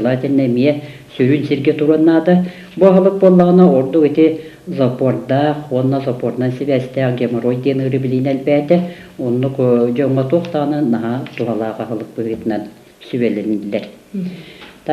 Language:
Yakut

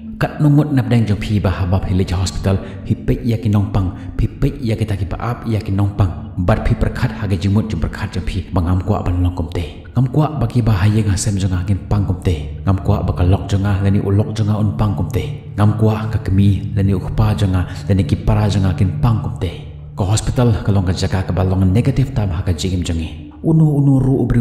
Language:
Khasi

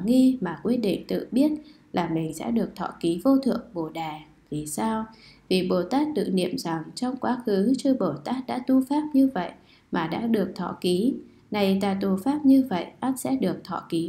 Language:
Vietnamese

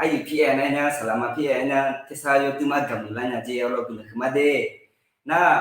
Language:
Akha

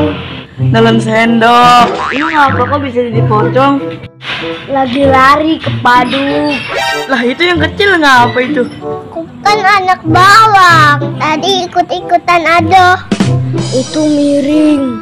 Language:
Betawi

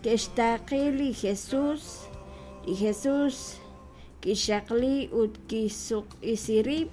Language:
Kekchí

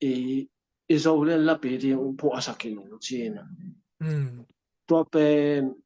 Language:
Tedim Chin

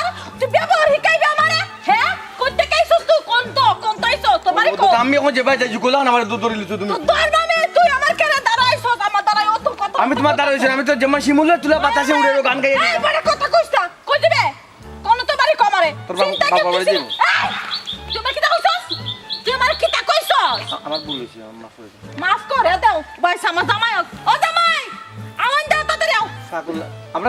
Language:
Sylheti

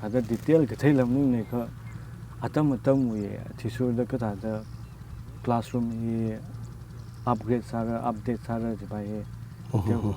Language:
Tangkhul Naga (India)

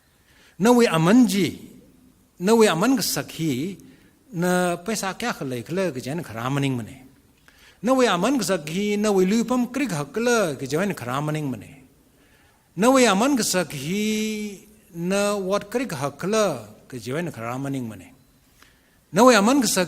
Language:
Tangkhul Naga (India)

